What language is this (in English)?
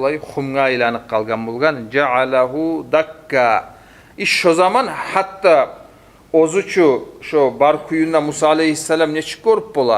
Kumyk